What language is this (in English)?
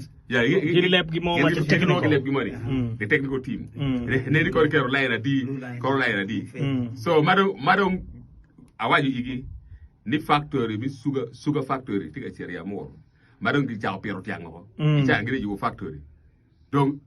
Acoli